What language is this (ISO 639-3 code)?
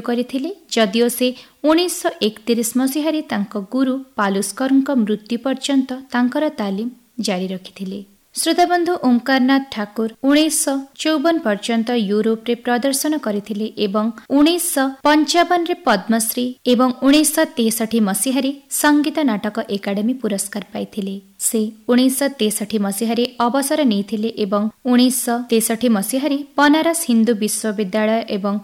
ori